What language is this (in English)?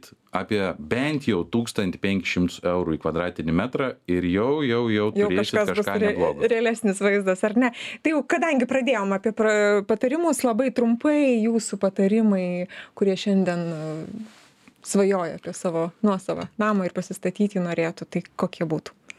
Lithuanian